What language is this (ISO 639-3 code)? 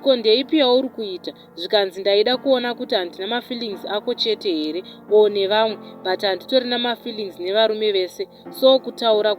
sna